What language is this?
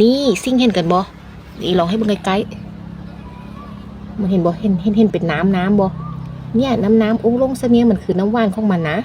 Northeastern Thai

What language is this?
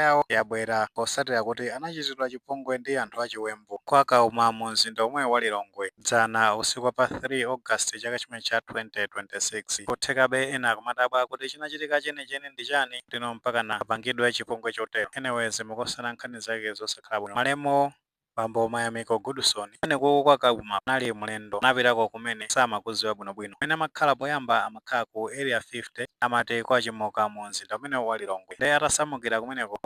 Nyanja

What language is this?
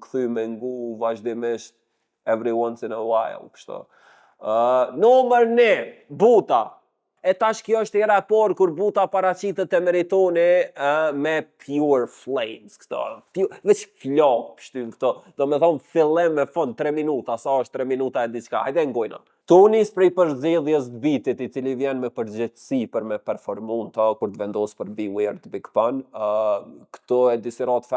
Albanian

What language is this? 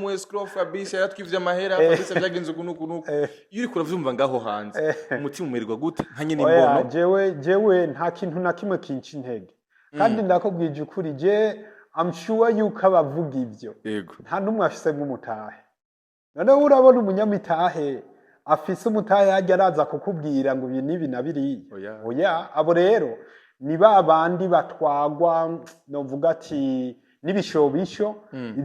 Rundi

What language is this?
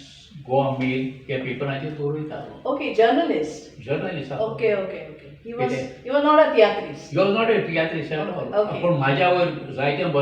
Konkani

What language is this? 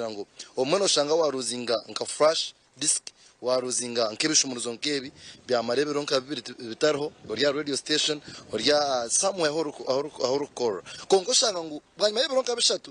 Nyankole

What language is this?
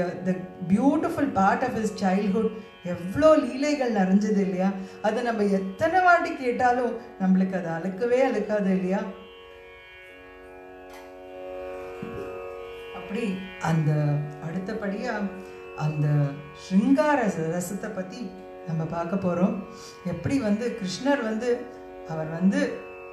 Tamil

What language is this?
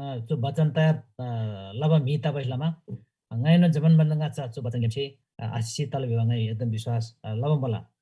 Eastern Tamang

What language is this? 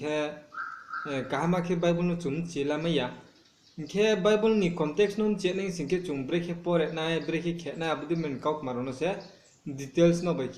Riang (India)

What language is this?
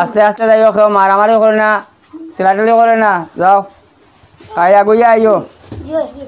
Sylheti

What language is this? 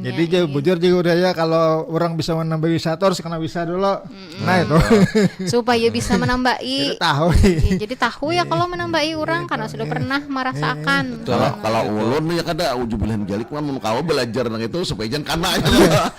Banjar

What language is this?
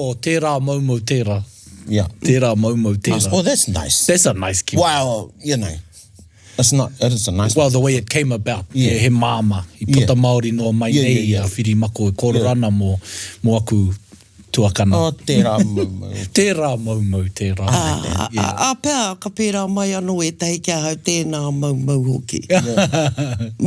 Māori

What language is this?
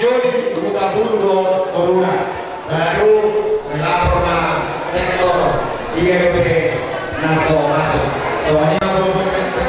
Batak Toba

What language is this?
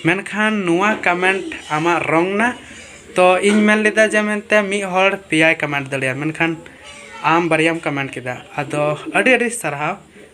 Santali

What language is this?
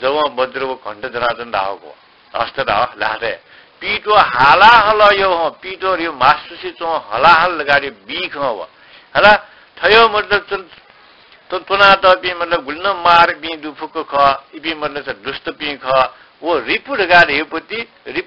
Newari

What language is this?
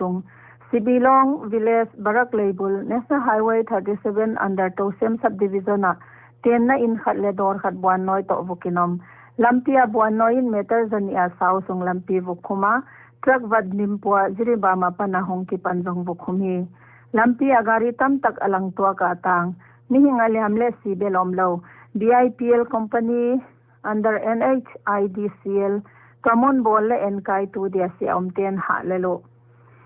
Paite Chin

